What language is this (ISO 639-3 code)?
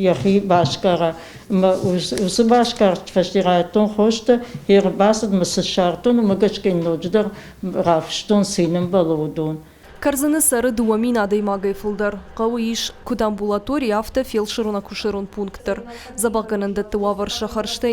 oss